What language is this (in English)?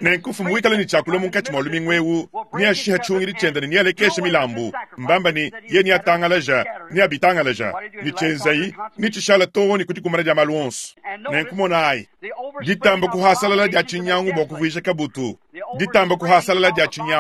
Luba-Lulua